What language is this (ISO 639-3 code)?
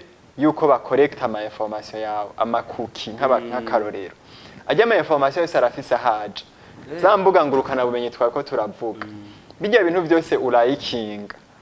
run